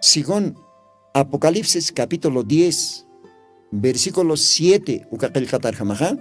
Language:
Aymara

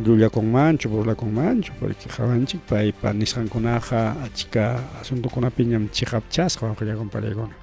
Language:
Ayacucho Quechua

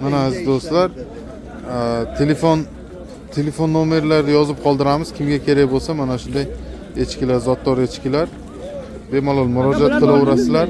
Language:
Uzbek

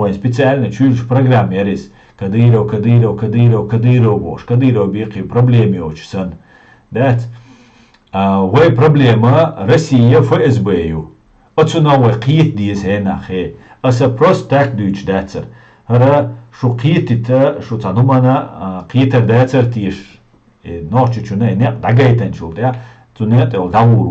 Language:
Chechen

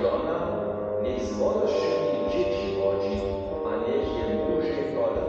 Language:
Upper Sorbian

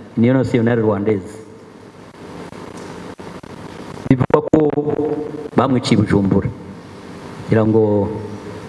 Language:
Kinyarwanda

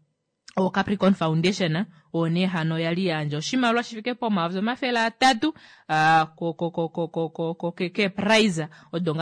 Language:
Kuanyama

